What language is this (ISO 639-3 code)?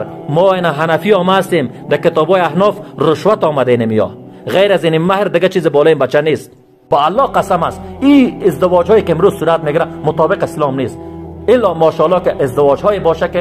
fas